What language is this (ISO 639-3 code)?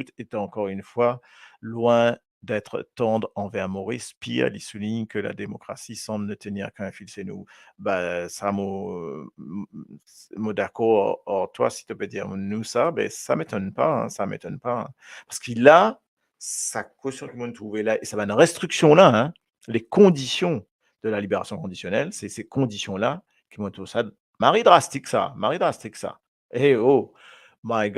mfe